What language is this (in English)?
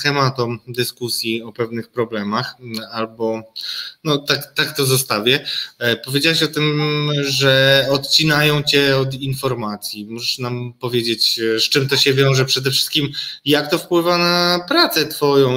Polish